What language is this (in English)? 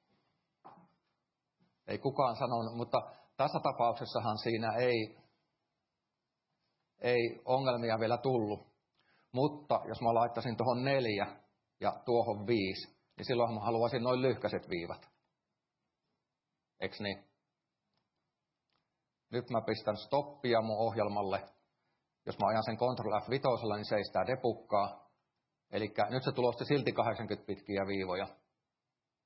Finnish